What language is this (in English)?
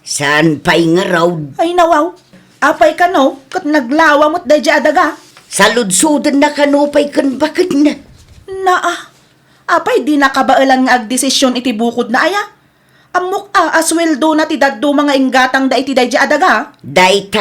Iloko